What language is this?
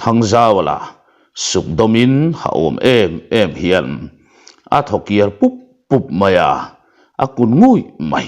Mizo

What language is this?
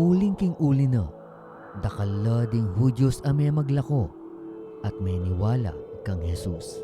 Pampanga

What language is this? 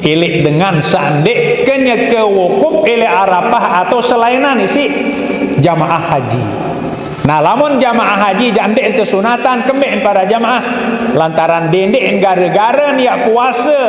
Sasak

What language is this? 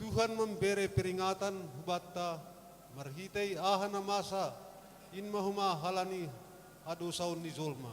Batak Simalungun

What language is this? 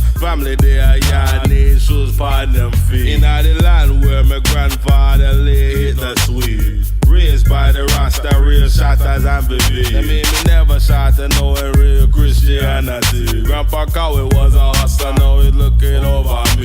Jamaican Creole English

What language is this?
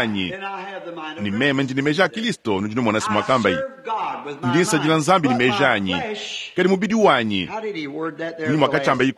Luba-Lulua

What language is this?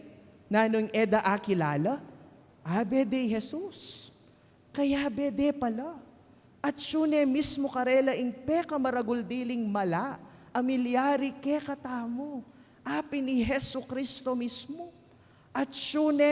Pampanga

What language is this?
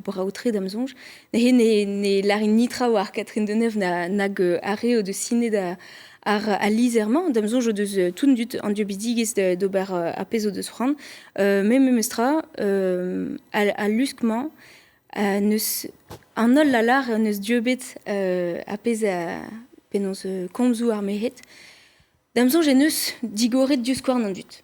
Breton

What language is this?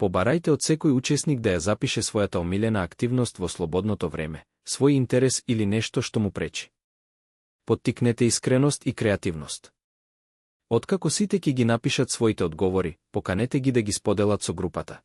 Macedonian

